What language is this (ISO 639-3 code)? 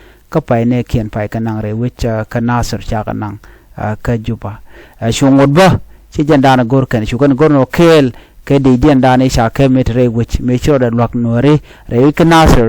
nus